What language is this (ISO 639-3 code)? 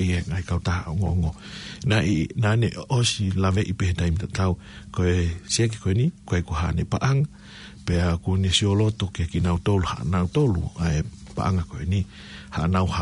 ton